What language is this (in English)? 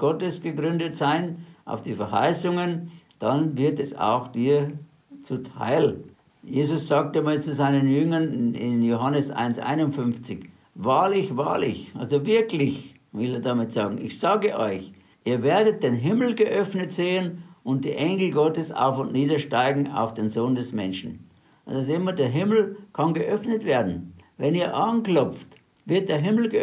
German